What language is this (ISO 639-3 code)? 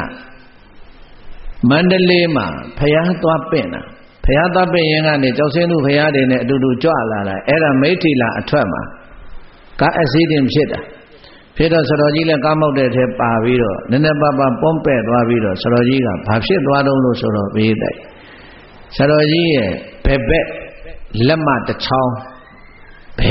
mya